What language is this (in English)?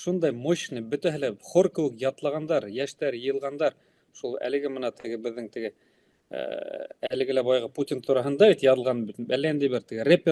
Bashkir